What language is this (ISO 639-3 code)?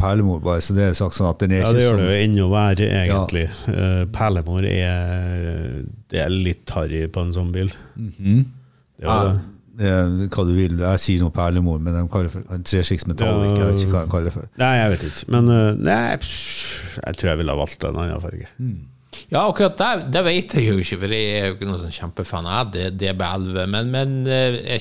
nor